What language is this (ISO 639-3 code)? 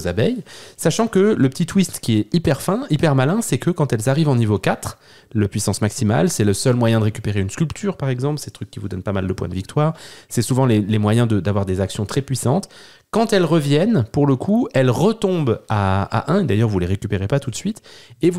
fra